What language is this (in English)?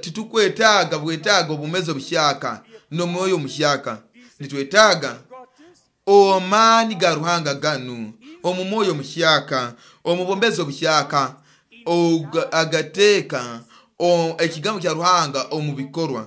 Nyoro